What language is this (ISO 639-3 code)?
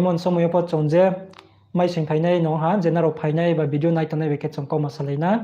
ria